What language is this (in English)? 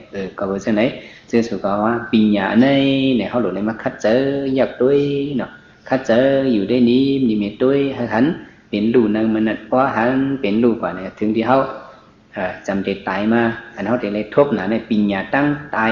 Shan